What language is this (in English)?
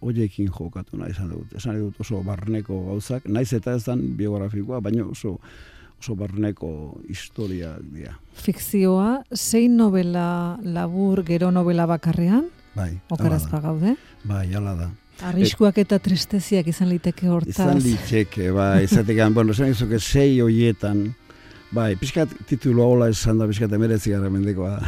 Basque